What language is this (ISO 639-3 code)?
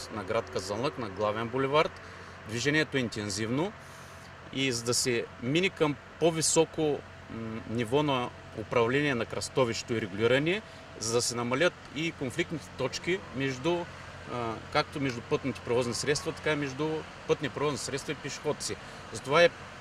bul